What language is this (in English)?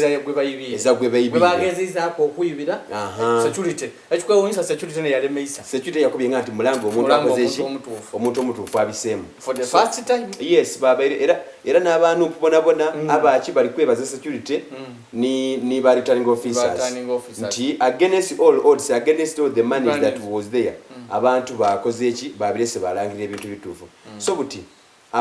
Soga